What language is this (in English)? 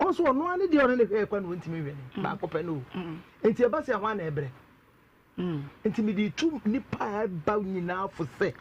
Akan